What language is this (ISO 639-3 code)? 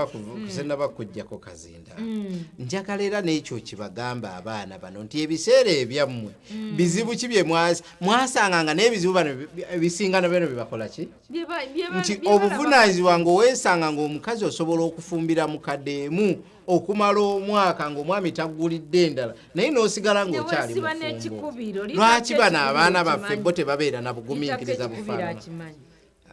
lug